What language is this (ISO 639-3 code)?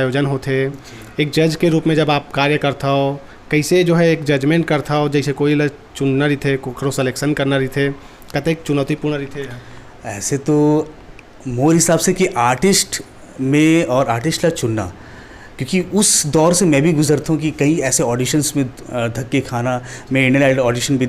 hne